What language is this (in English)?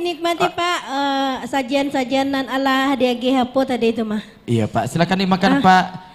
Minangkabau